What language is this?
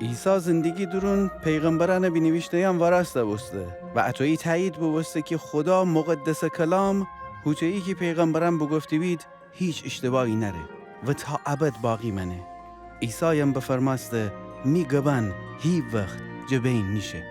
Gilaki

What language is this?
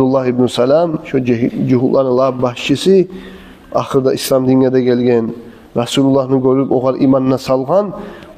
Kumyk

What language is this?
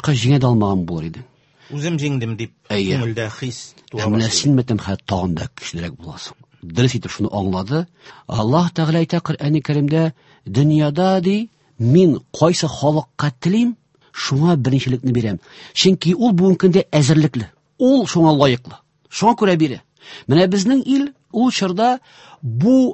Tatar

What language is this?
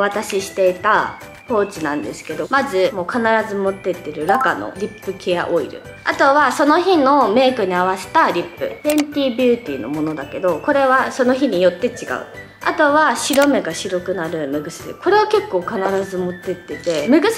Japanese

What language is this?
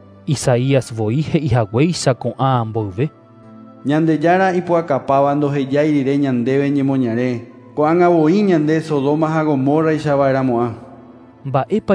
Guarani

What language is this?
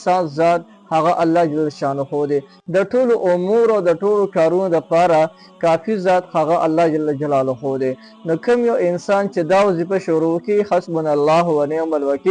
Pashto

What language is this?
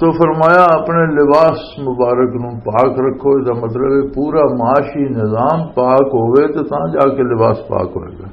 Western Panjabi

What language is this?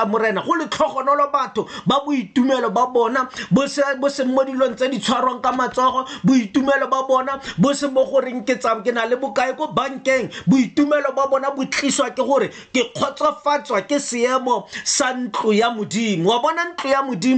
Tswana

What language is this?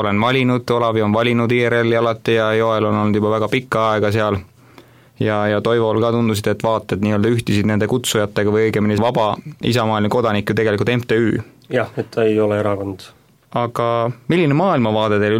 Estonian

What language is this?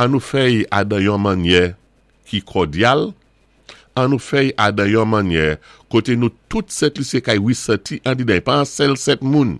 Saint Lucian Creole French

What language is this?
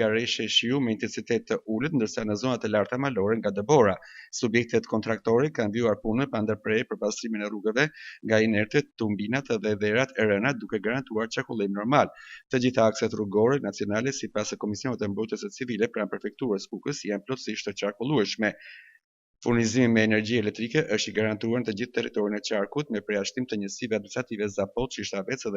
Albanian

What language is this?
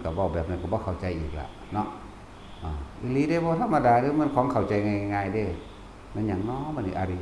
Lao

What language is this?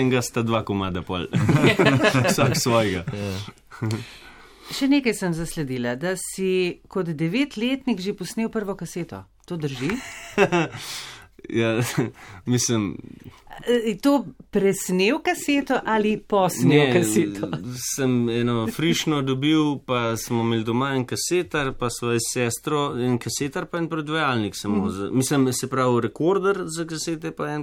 Slovenian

